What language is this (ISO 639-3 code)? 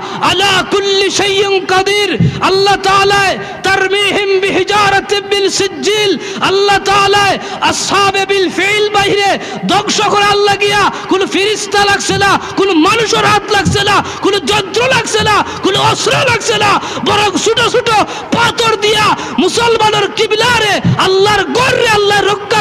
syl